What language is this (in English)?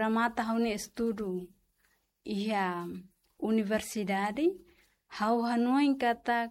Tetum